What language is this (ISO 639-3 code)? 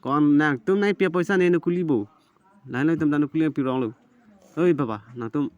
mjw